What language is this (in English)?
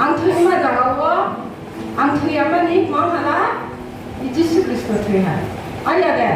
Riang (India)